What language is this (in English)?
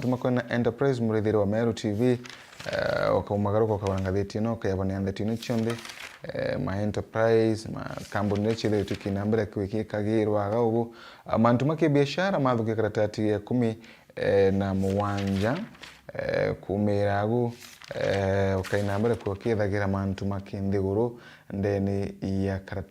Meru